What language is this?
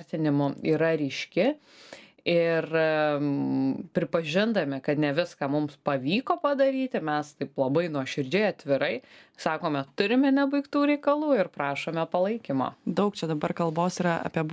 Lithuanian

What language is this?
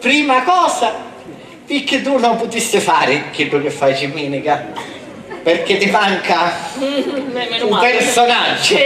Sicilian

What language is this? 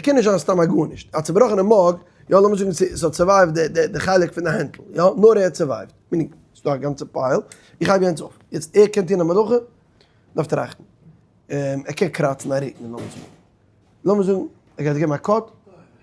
Yiddish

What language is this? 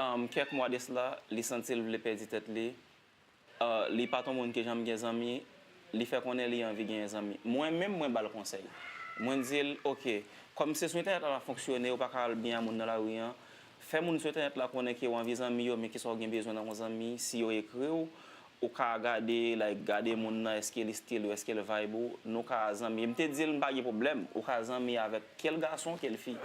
Haitian Creole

